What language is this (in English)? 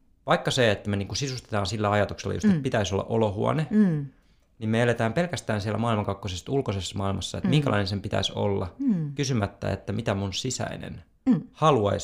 Finnish